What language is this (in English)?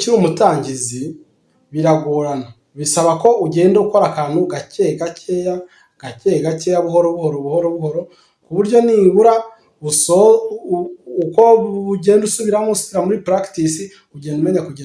Kinyarwanda